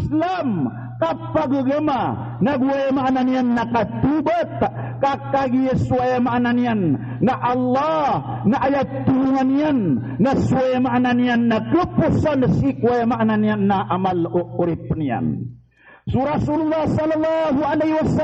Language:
Maranao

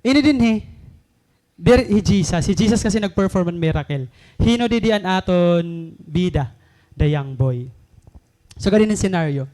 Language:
Waray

